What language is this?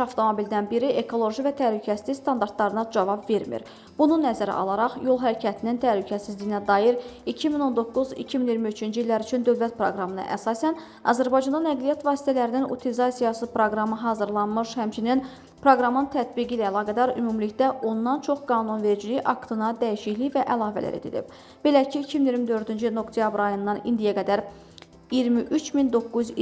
Azerbaijani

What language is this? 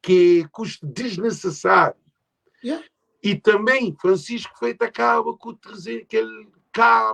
Kabuverdianu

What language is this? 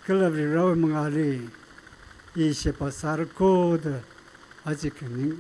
Tangkhul Naga (India)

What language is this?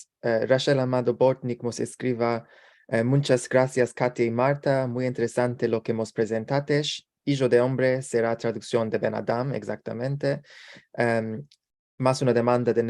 Ladino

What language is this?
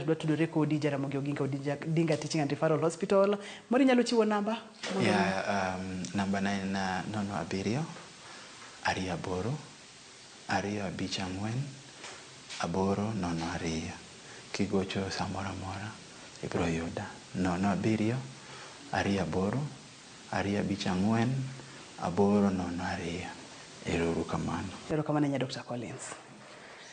Luo (Kenya and Tanzania)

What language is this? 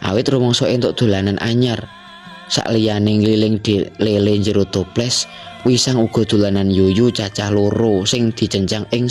Javanese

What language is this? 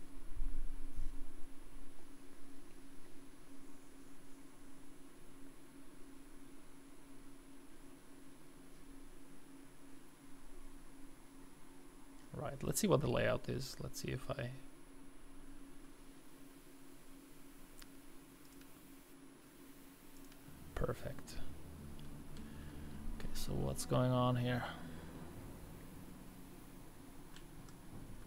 English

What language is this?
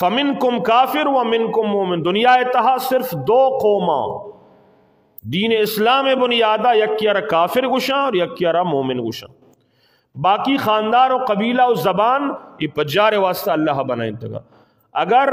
Eastern Balochi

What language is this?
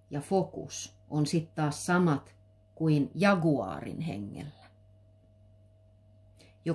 Finnish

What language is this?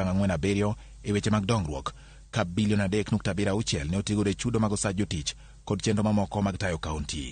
Luo (Kenya and Tanzania)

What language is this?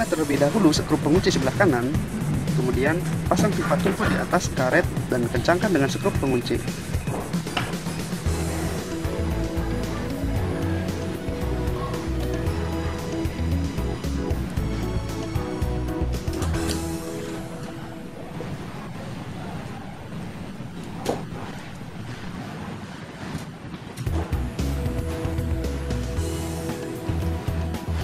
Indonesian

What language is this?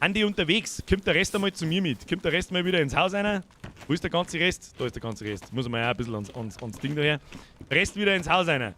Bavarian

